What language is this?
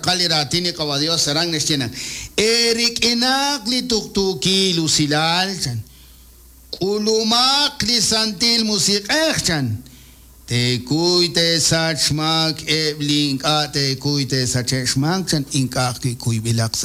Kekchí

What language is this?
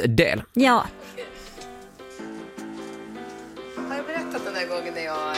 Swedish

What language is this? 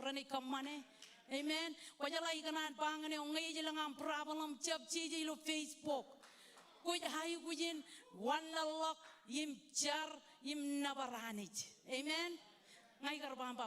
Marshallese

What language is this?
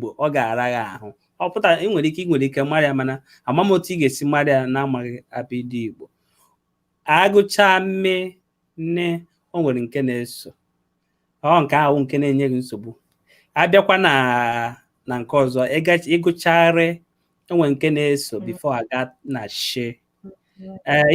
Igbo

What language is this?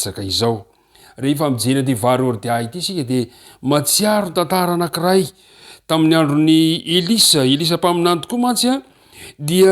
Malagasy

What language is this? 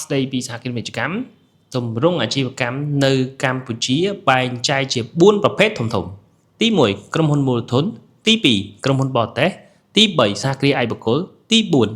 Khmer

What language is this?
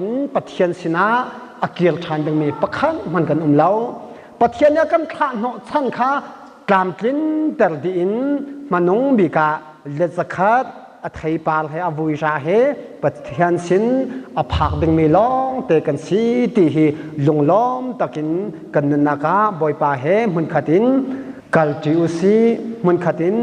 Hakha Chin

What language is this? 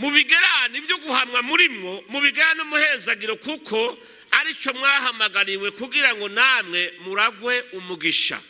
Rundi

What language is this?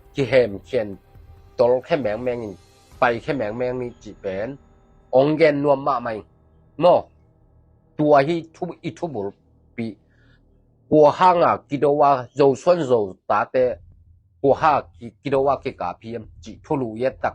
Tedim Chin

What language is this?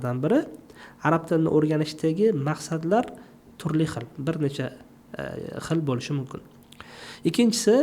Uzbek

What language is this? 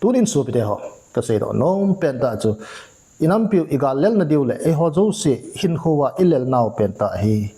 Thado Chin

